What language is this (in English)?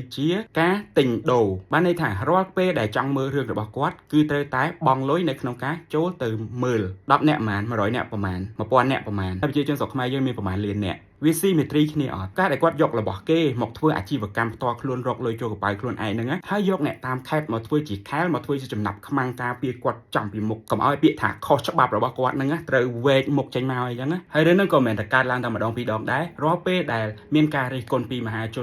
Khmer